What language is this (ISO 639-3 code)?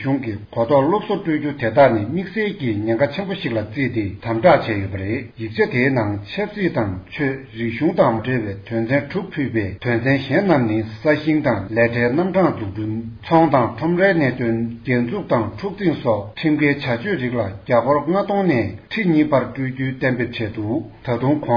bod